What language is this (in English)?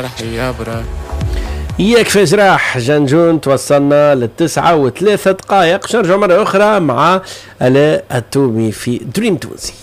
Tunisian Arabic